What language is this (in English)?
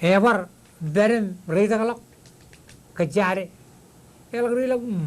Marshallese